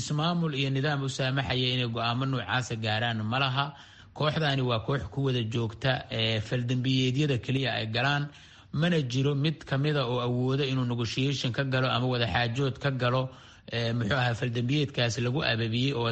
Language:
Somali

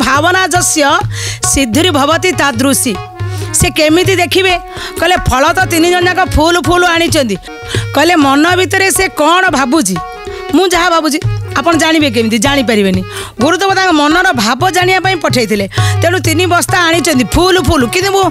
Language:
Odia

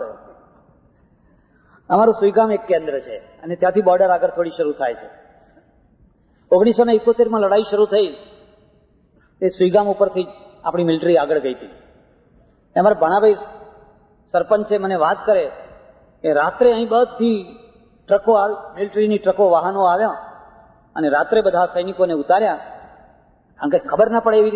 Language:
Gujarati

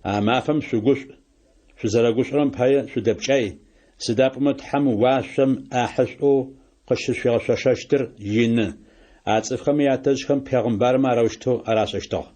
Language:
Adyghe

